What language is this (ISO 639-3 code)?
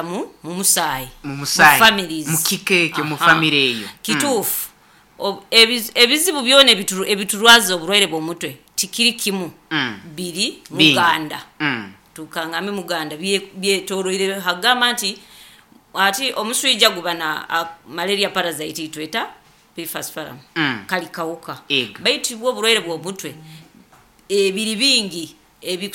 nyo